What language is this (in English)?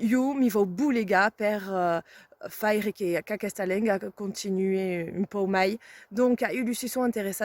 Occitan